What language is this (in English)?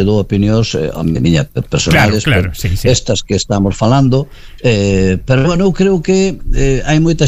Galician